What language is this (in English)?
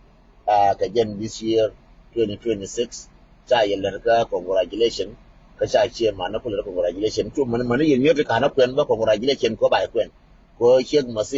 Nuer